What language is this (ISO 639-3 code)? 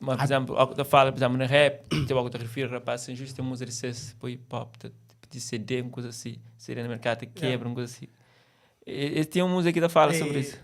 kea